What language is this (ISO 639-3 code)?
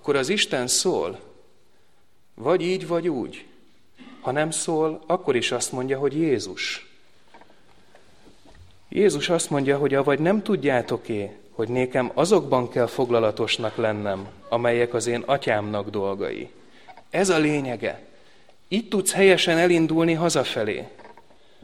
hun